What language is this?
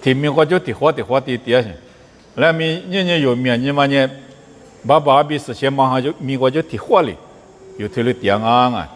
Lisu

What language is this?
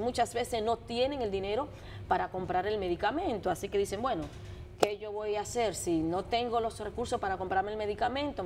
Spanish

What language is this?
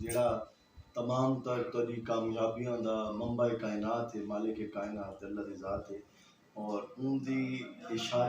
Saraiki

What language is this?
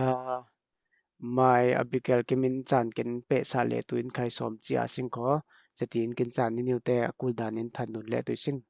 Falam Chin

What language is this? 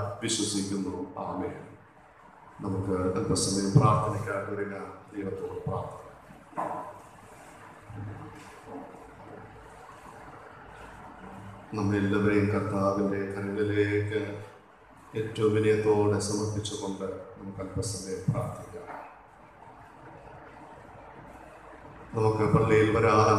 Malayalam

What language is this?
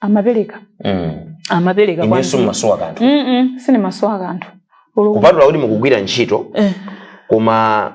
Nyanja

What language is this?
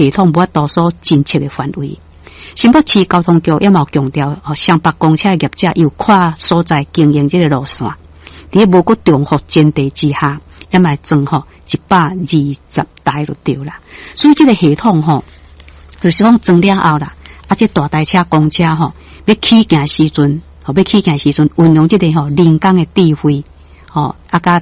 Min Nan Chinese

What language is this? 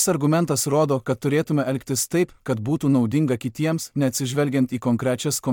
Lithuanian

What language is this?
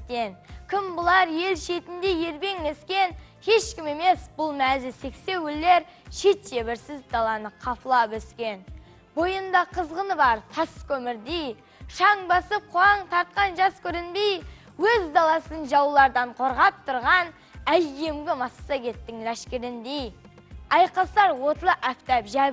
Kara-Kalpak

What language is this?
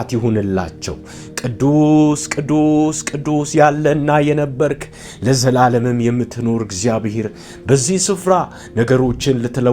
Amharic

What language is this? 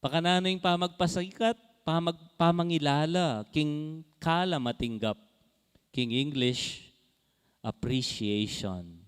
Pampanga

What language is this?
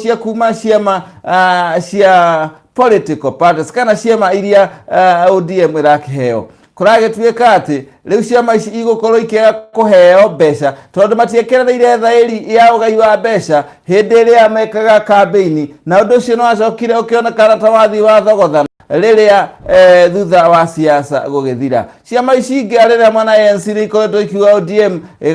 Kikuyu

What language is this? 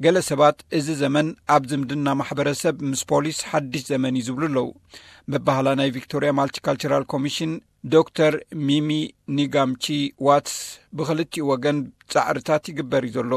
Tigrinya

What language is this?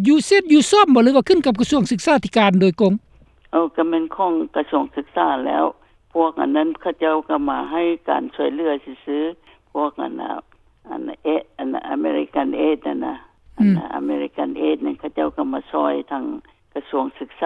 Lao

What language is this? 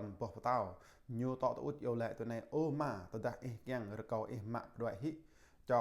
Jarai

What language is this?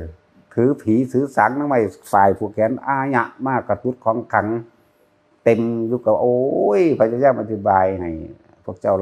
Northeastern Thai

